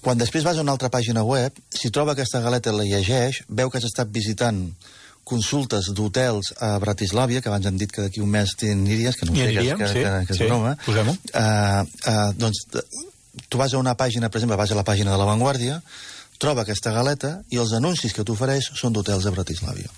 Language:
Catalan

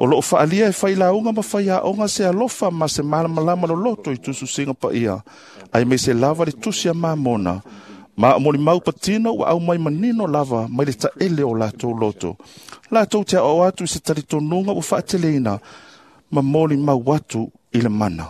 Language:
Samoan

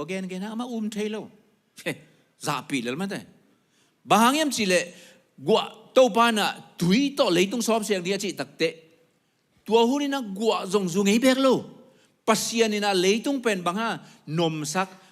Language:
Tedim Chin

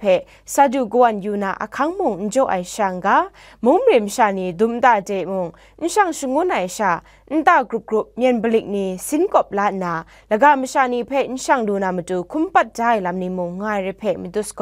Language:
Kachin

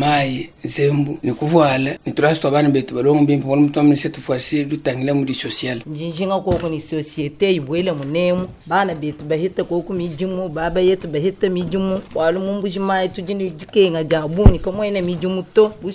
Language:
Luba-Lulua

